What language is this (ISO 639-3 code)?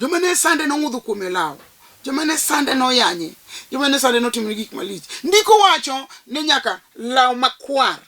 luo